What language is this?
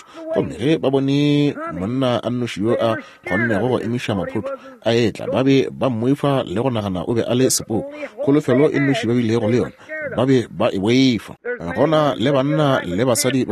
Northern Sotho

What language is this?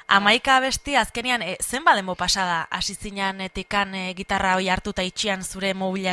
Basque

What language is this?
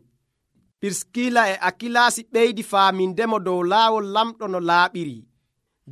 Nigerian Fulfulde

